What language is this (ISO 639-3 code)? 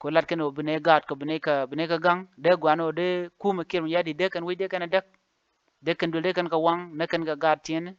nus